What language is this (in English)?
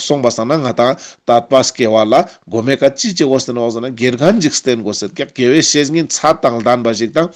Ladakhi